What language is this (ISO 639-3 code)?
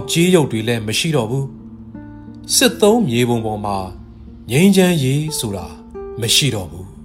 mya